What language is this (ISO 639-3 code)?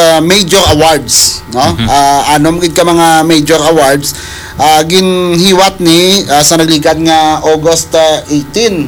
hil